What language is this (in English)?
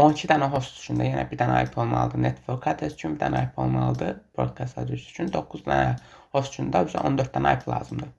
Azerbaijani